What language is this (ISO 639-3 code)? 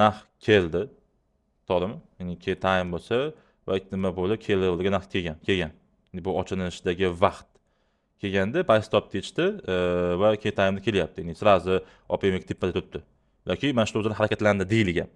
uzb